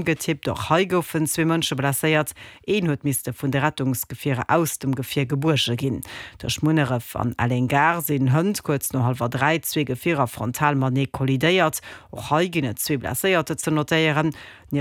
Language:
Luxembourgish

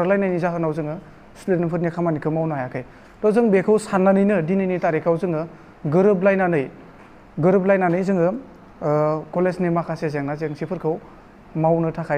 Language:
Bodo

